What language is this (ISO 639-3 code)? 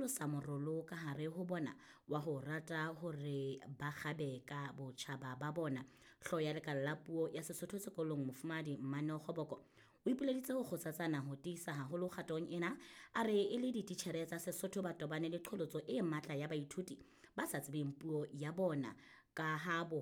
sot